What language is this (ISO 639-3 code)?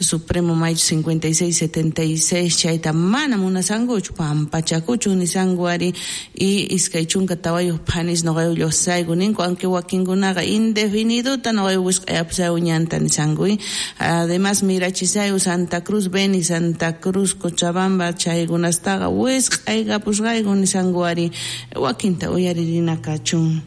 quh